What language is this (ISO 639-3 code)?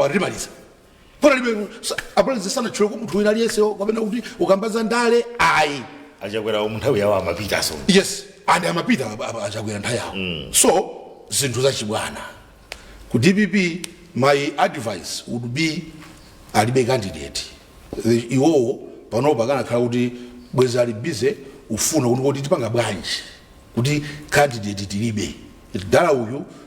nya